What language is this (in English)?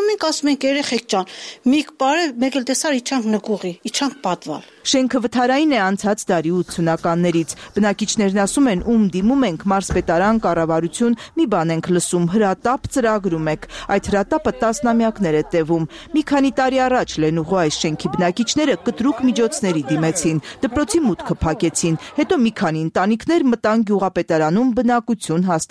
Armenian